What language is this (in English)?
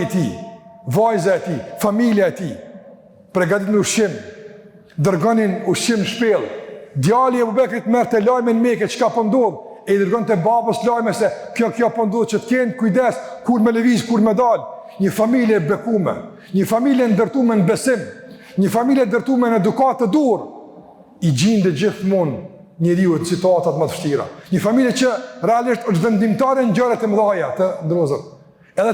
Albanian